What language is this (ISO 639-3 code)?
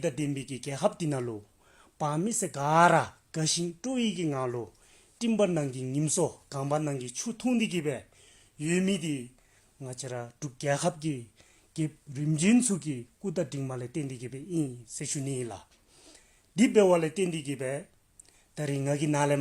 dzo